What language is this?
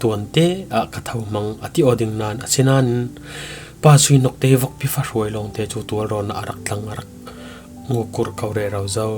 Falam Chin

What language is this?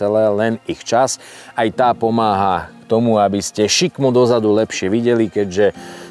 Slovak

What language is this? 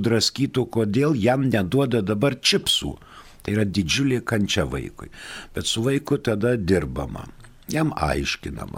Lithuanian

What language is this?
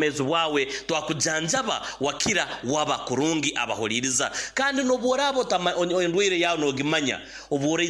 Nyoro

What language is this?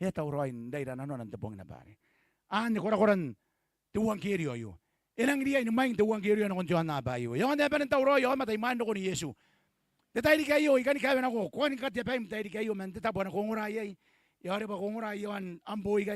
Gilbertese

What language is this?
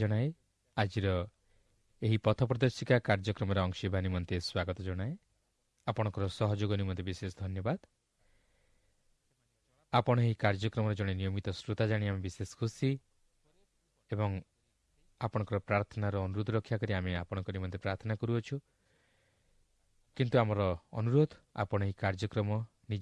Odia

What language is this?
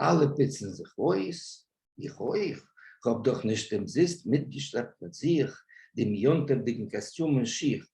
Yiddish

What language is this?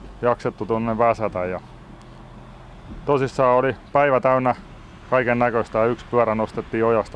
Finnish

